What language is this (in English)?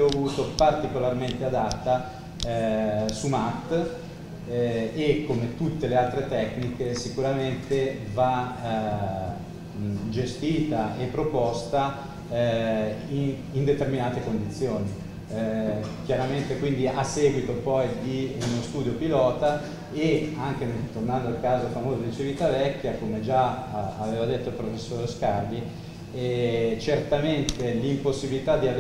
Italian